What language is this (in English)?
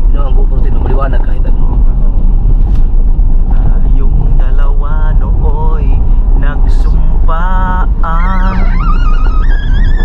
Filipino